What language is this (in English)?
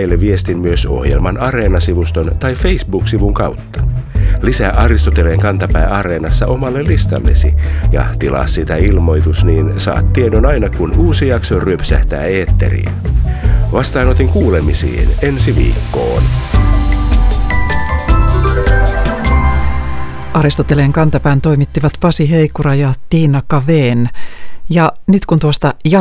Finnish